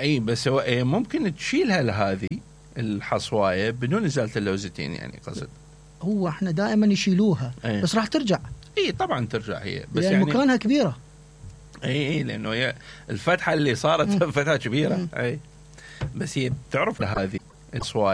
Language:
Mesopotamian Arabic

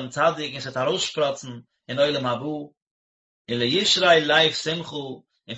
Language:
Yiddish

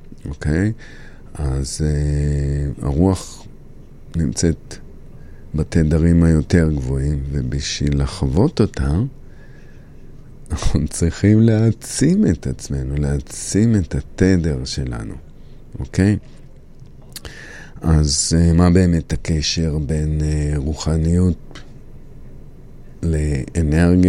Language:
Hebrew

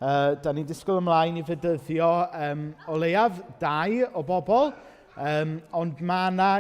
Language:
Welsh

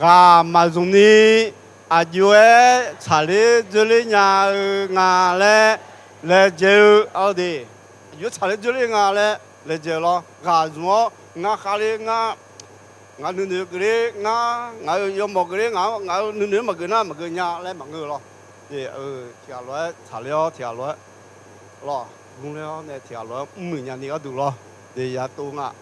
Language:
Akha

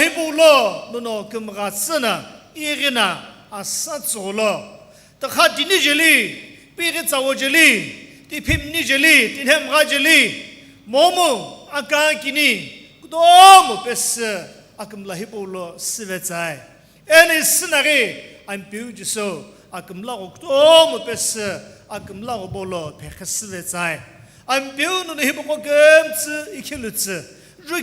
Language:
Sumi Naga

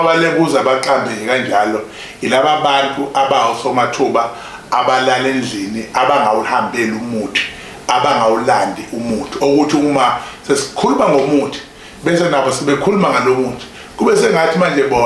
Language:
Zulu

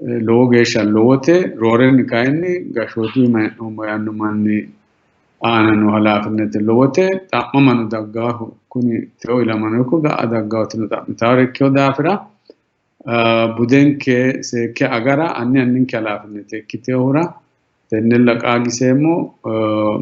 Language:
Sidamo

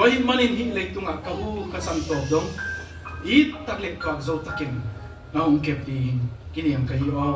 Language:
Tedim Chin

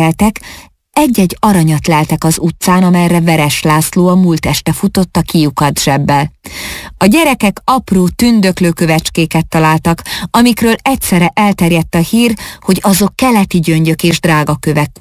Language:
Hungarian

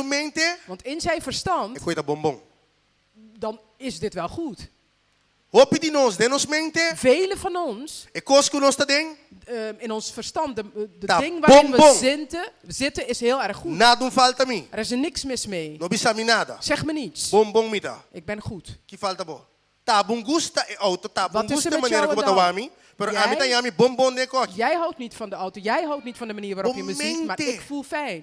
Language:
Papiamento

